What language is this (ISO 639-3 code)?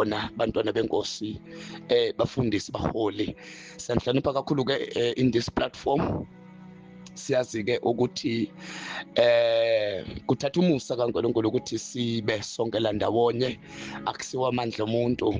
zul